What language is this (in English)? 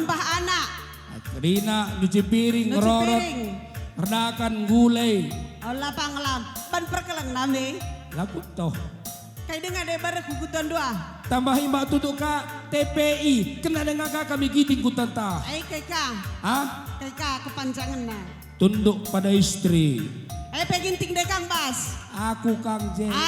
Batak Karo